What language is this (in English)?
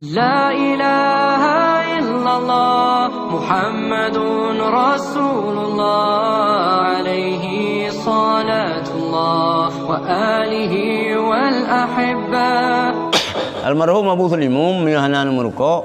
Achinese